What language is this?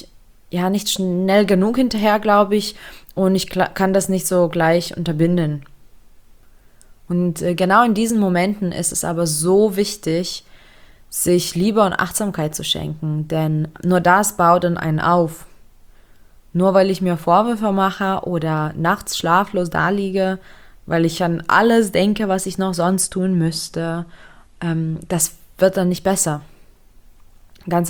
German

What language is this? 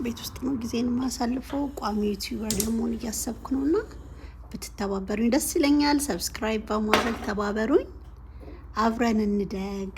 Amharic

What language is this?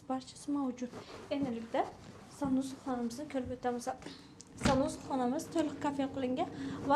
Uzbek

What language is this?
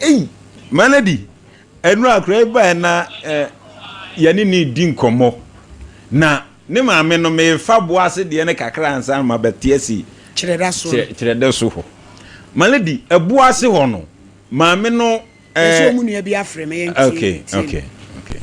Akan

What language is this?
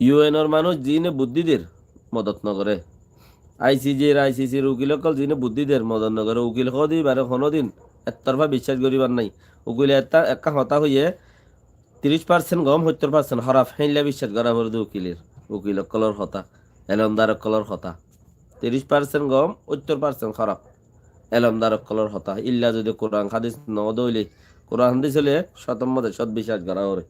Rohingya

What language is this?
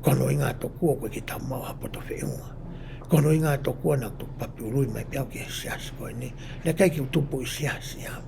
Tongan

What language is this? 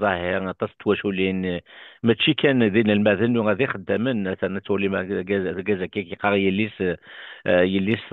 Kabyle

